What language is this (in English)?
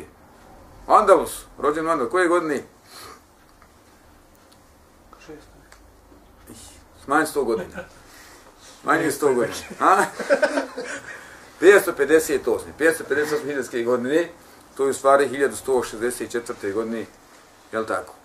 Bosnian